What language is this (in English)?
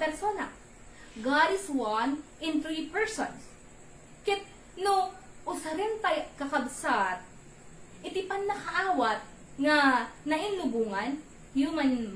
Iloko